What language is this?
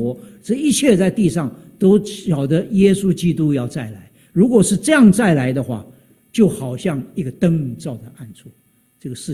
Chinese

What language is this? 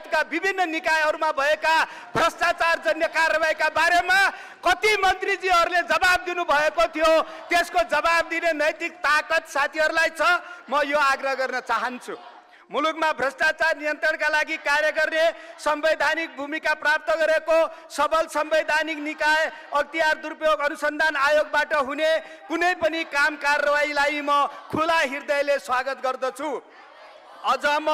Nepali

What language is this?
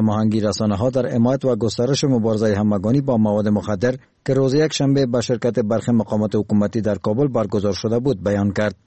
Persian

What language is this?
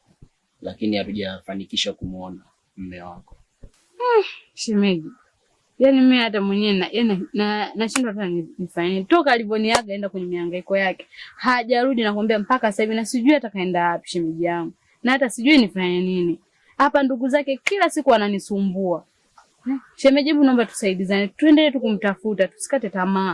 Swahili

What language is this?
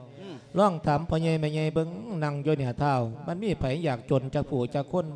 Lao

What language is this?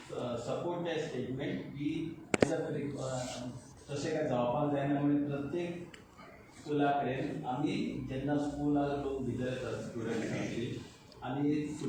Konkani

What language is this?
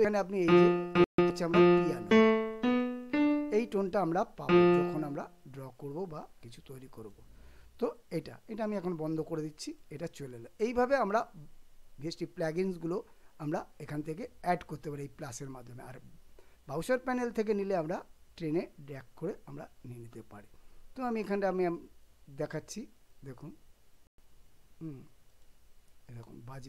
Bangla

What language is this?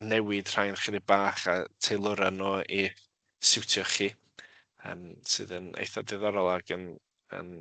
Welsh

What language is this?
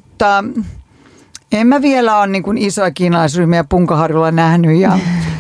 Finnish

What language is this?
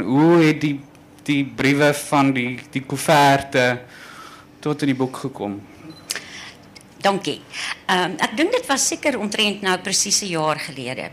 Afrikaans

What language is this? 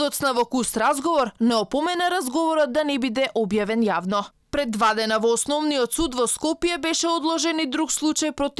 Macedonian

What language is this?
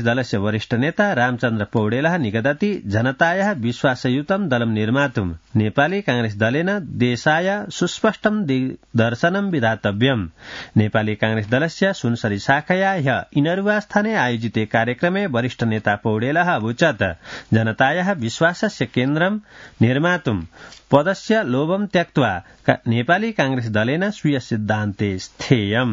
Sanskrit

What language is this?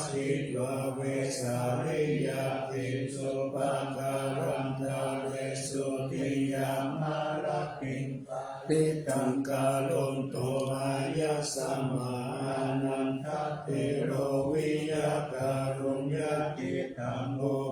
Pali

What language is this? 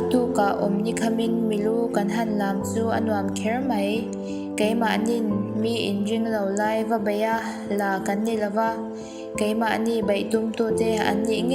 Mizo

